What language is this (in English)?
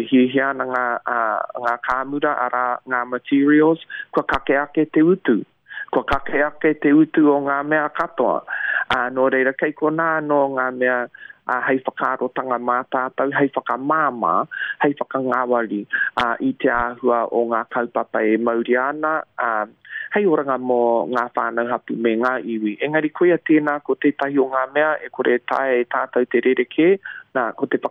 Māori